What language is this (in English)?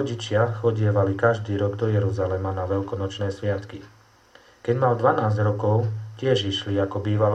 Slovak